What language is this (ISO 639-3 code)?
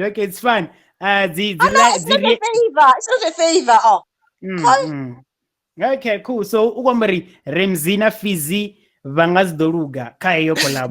ven